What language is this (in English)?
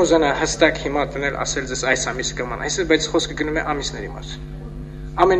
Armenian